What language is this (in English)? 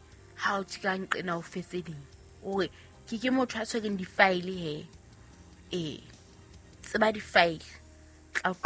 Southern Sotho